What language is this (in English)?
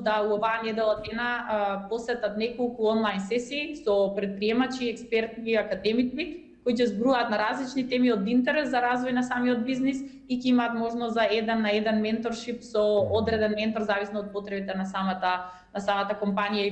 Macedonian